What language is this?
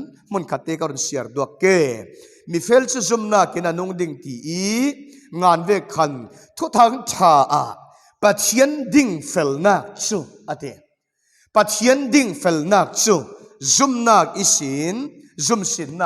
Falam Chin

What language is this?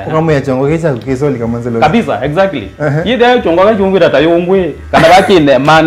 Kamba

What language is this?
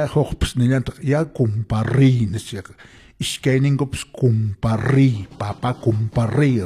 Quechua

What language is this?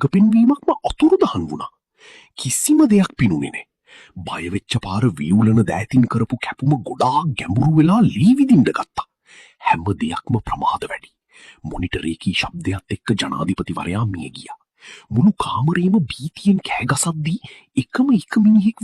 Sinhala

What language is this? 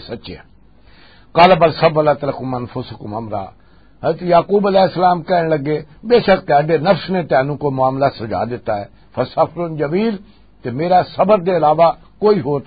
Western Panjabi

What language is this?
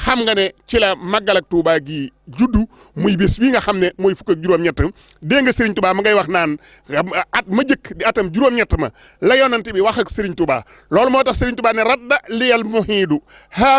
Wolof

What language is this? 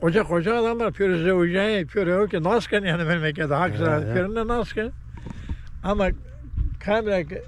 Zaza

